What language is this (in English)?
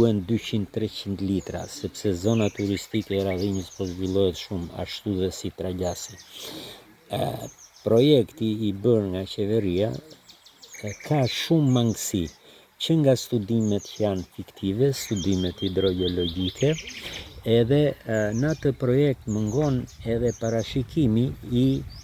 Albanian